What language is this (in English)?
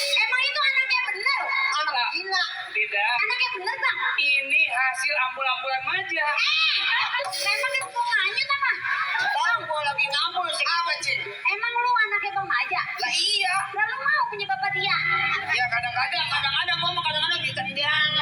Betawi